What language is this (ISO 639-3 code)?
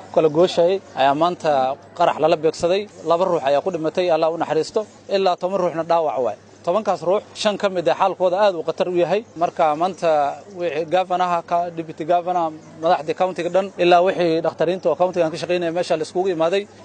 som